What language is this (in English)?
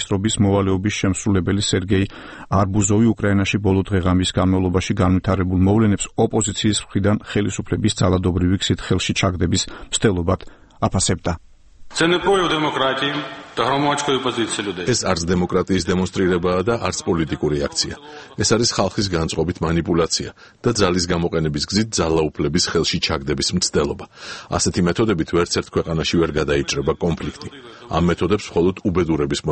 Georgian